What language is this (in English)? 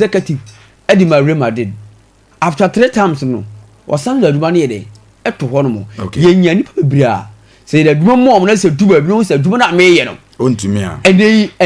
Akan